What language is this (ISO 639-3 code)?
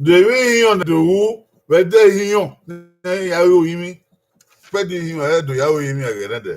bin